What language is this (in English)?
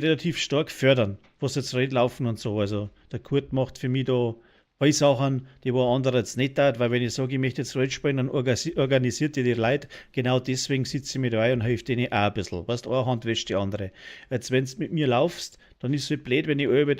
Bavarian